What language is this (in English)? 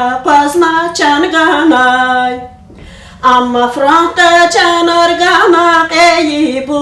Lezghian